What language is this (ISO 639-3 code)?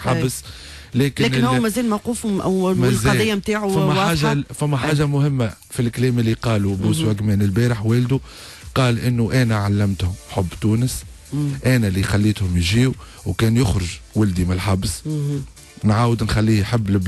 aeb